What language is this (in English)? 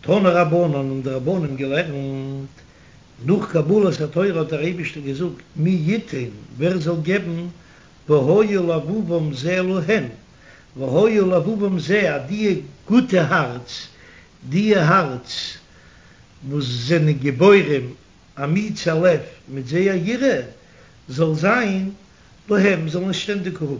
Yiddish